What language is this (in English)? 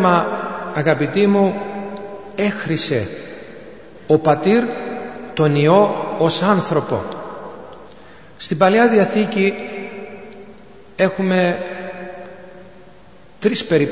Greek